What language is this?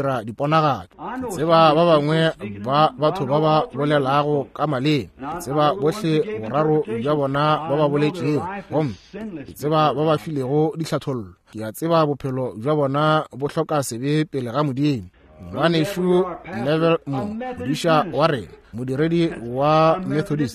Northern Sotho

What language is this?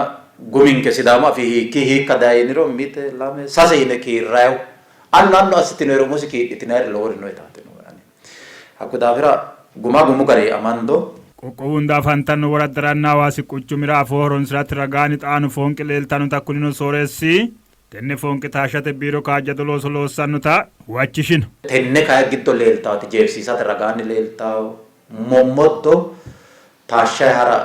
Sidamo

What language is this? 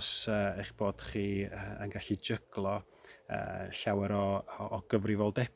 Welsh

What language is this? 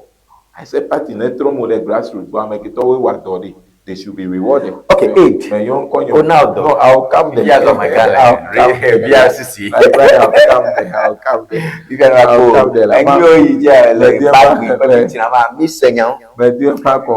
Ewe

